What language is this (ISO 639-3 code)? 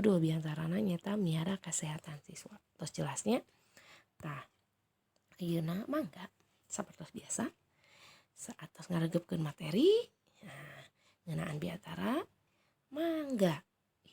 sun